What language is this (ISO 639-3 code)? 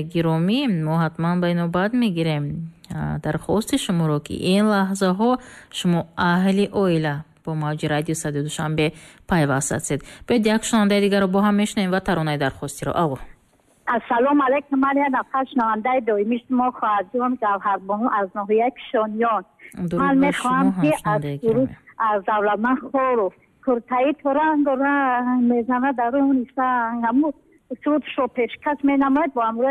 tgk